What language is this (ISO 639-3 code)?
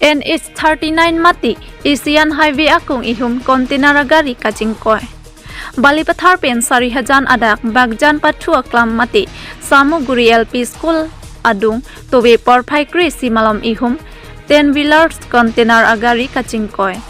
mjw